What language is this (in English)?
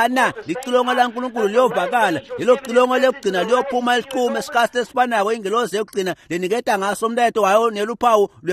Swati